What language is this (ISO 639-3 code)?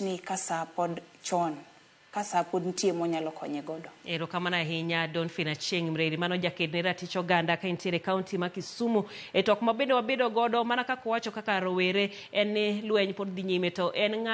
luo